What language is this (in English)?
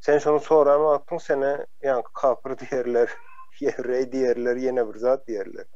Turkmen